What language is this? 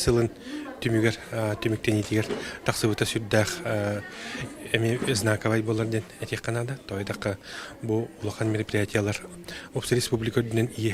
Yakut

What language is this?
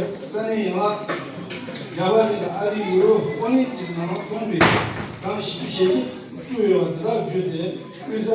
Tibetan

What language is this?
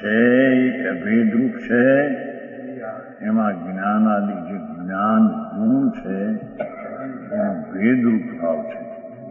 Gujarati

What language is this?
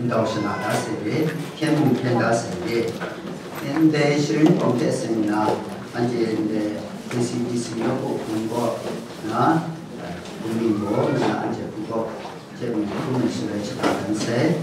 Kachin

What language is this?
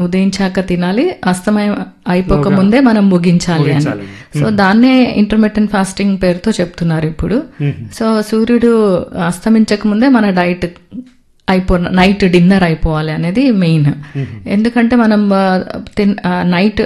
Telugu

